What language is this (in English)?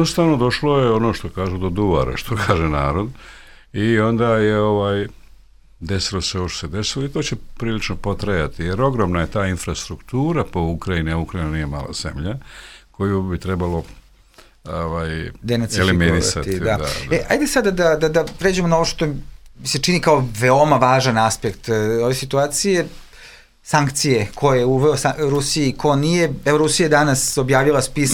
Serbian